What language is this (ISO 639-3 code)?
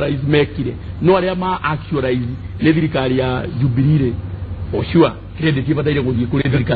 kik